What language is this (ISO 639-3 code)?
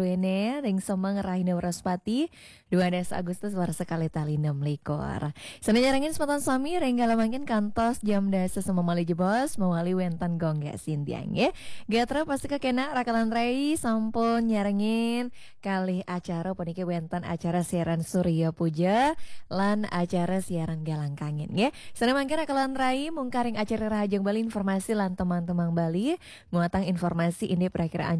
ban